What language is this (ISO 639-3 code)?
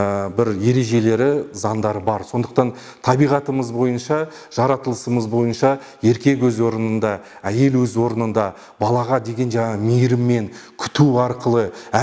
kaz